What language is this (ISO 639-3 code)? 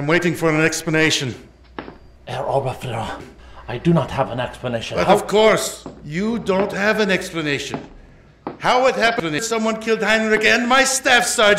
eng